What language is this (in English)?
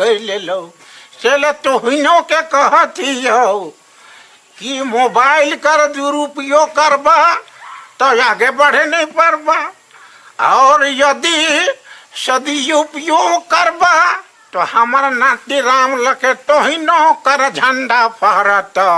Sadri